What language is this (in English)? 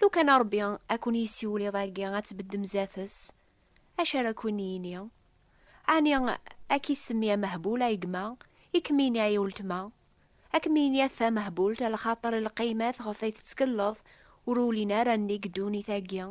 Kabyle